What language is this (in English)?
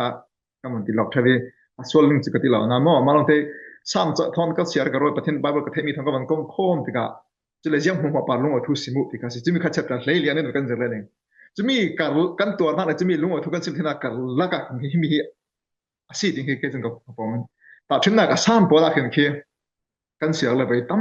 Falam Chin